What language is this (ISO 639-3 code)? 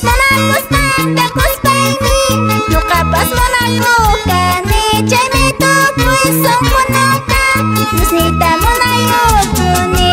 que